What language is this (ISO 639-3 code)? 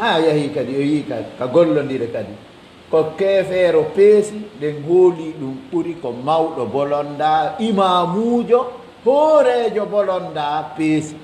fuf